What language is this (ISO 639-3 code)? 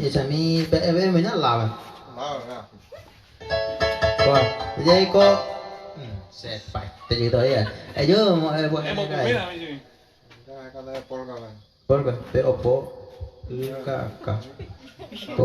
grn